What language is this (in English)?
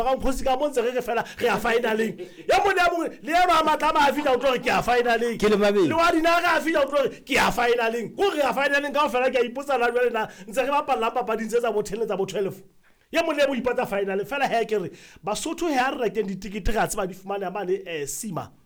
Southern Sotho